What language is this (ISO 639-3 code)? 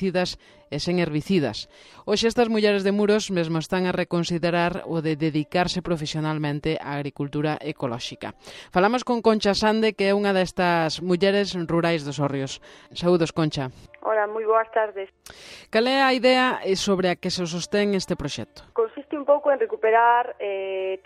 glg